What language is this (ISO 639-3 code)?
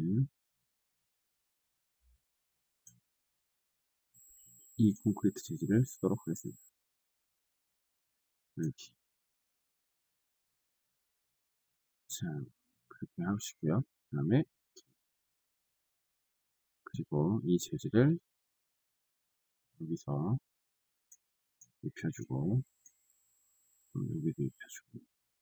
kor